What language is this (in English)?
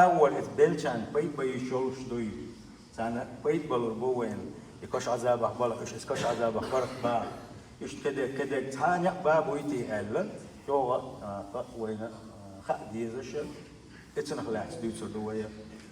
Chechen